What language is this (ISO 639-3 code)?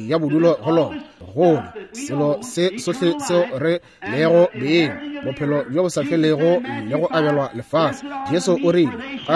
nso